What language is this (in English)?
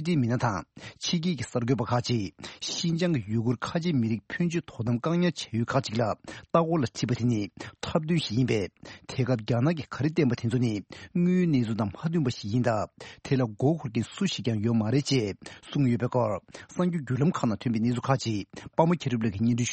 Tibetan